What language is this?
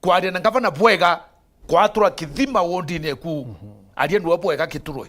Meru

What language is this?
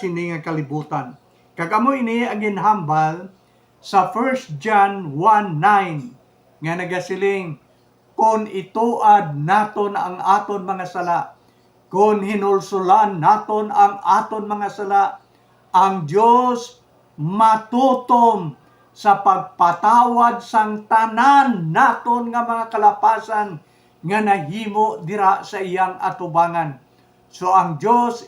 Hiligaynon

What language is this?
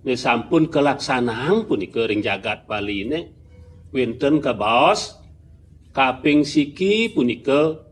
Balinese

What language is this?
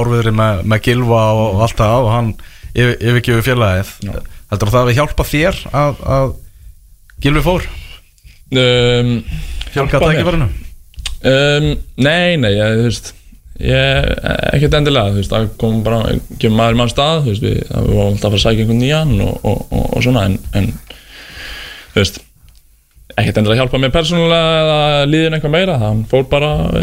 Icelandic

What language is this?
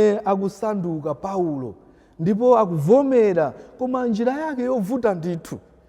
Nyanja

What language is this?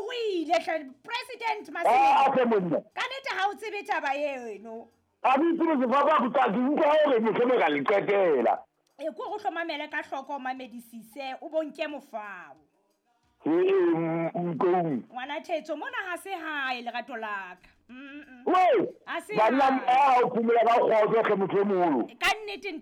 Southern Sotho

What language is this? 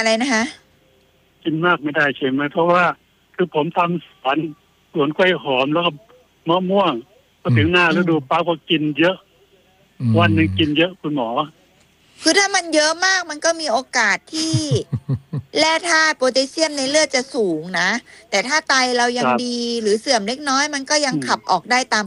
Thai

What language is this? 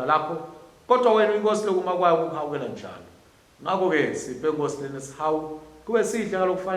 Swati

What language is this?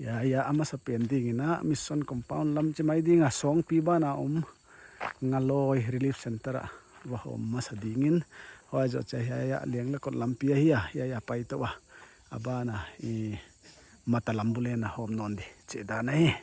Paite Chin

